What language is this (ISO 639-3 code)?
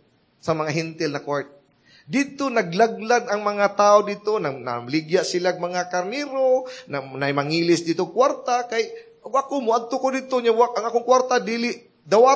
ceb